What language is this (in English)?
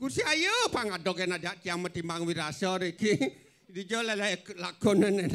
Balinese